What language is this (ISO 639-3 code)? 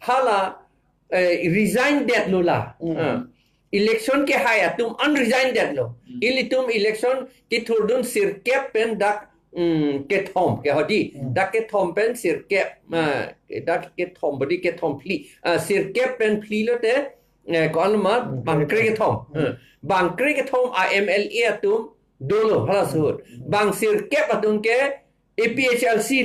mjw